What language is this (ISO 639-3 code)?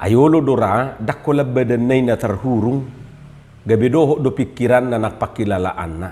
bbc